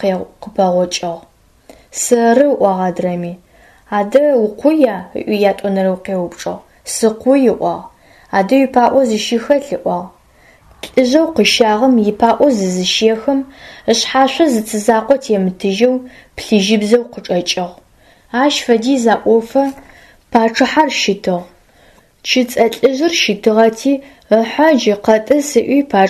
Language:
Adyghe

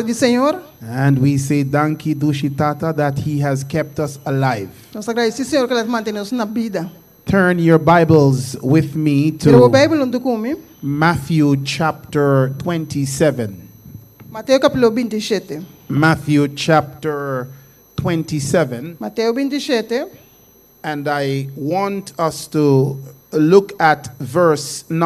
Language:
Papiamento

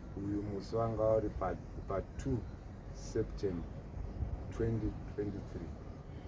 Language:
Shona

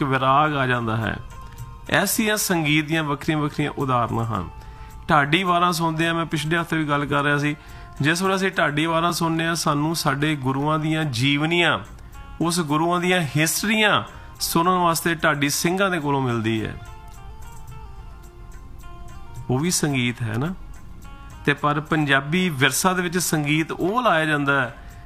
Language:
Punjabi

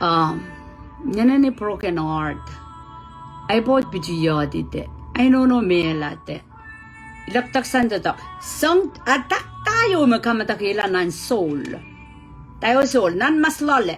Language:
Pohnpeian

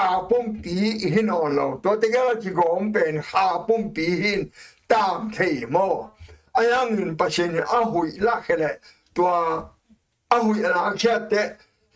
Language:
Tedim Chin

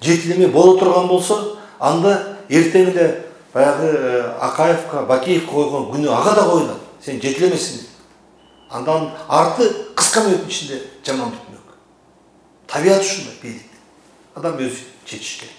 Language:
Kyrgyz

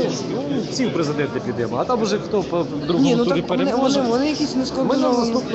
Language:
Ukrainian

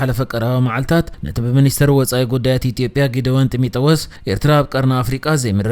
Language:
Tigrinya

